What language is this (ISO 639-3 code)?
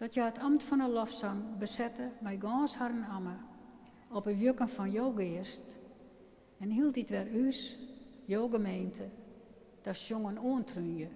fry